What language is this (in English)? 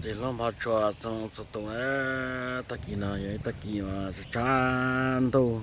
Hmong